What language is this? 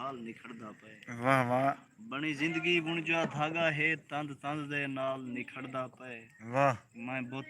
Saraiki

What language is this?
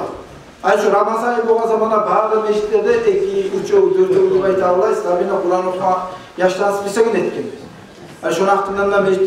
Kumyk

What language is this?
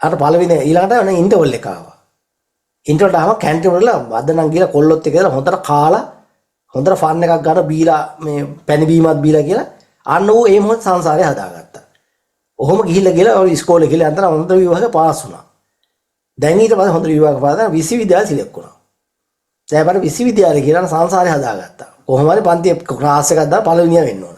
Sinhala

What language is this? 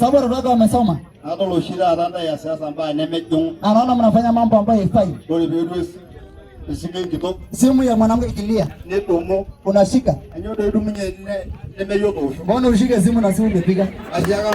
Masai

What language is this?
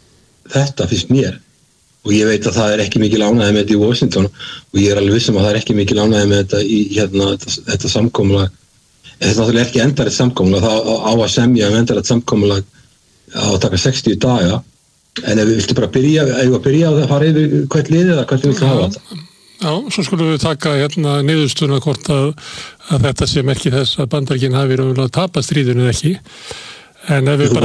Icelandic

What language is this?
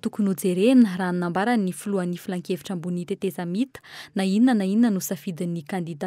Malagasy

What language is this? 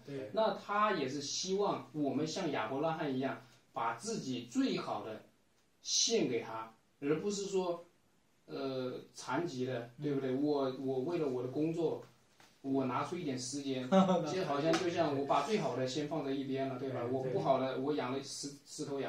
Chinese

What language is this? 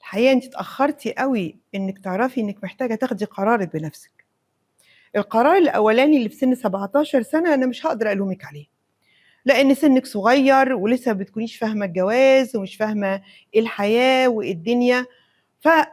Egyptian Arabic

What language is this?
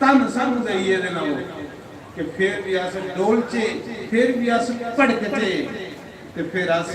Dogri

